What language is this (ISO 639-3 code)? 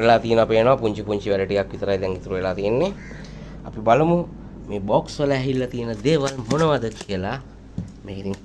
sin